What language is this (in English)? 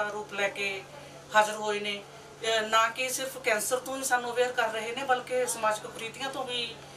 Punjabi